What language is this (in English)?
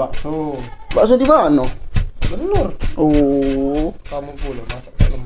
Musi